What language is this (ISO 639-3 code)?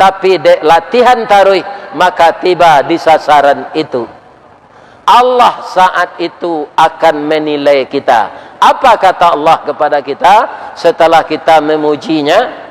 min